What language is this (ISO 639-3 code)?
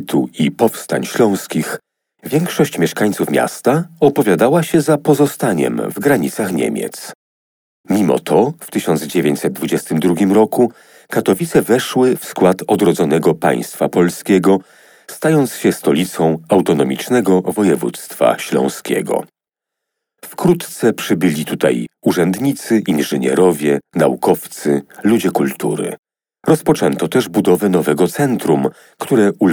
pol